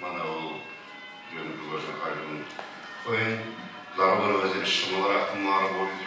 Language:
Chuvash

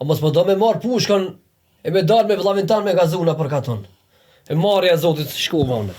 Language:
Albanian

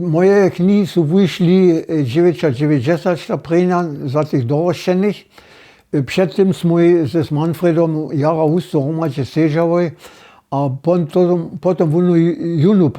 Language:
Upper Sorbian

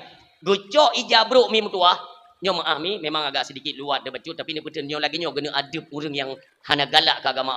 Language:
Achinese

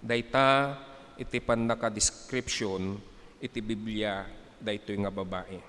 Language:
Iloko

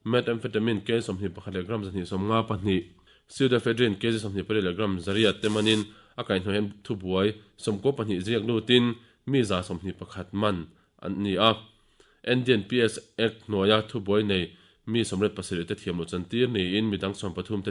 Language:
Mizo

